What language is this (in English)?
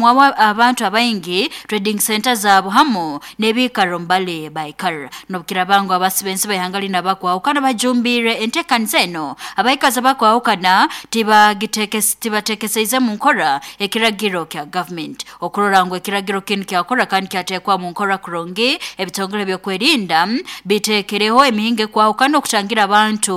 Nyoro